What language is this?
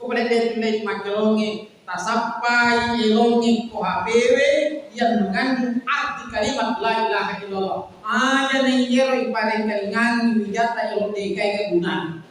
Buginese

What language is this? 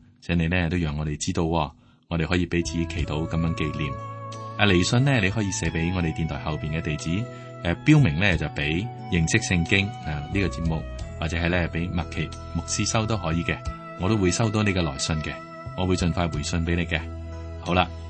Cantonese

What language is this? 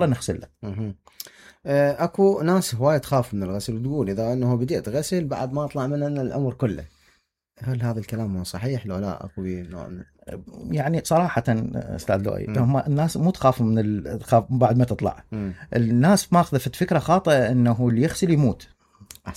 Mesopotamian Arabic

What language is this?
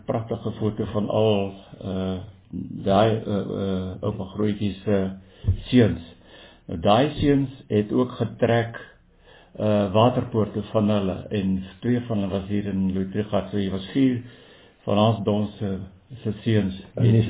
Afrikaans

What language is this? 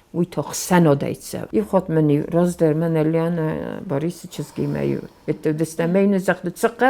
Ossetic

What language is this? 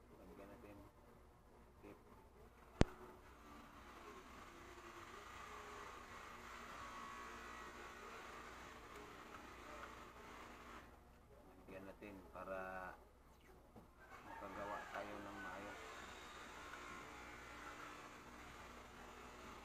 Filipino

